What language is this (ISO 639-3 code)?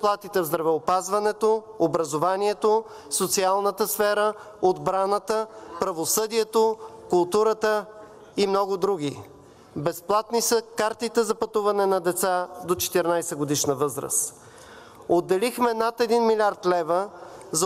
bul